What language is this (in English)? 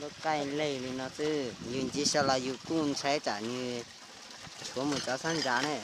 Hmong